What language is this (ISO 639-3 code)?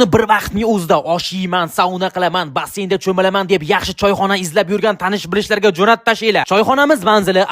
uzb